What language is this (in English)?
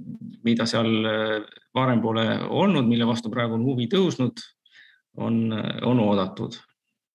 Estonian